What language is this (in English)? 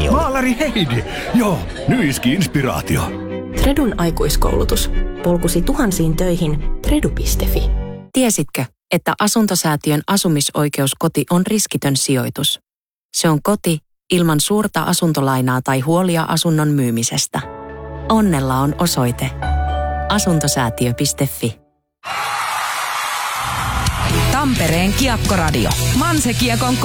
Finnish